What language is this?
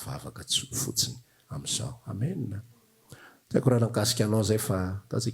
Malagasy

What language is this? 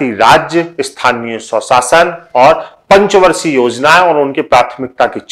Hindi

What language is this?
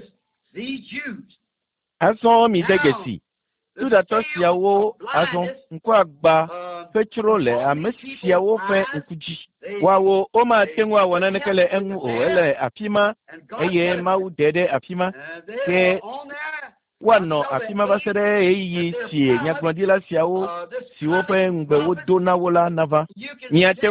Ewe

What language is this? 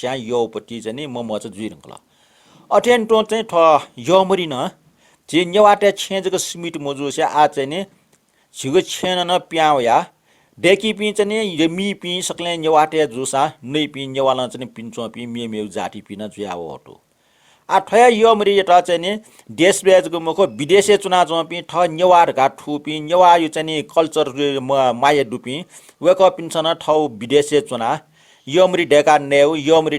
Newari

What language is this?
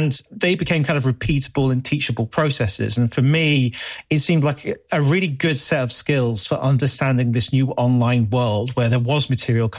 English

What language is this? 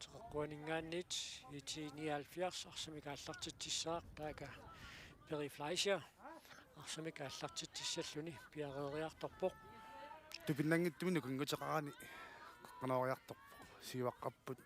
Kalaallisut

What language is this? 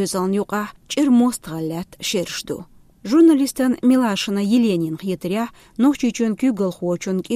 Chechen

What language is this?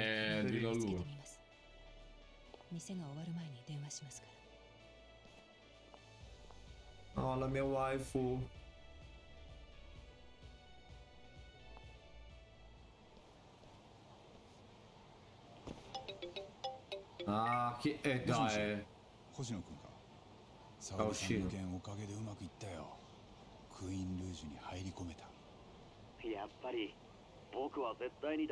Italian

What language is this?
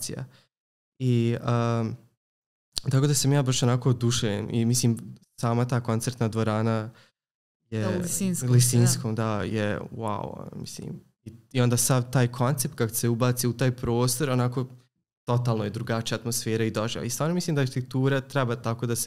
Serbian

